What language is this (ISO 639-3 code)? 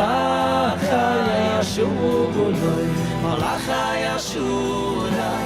yid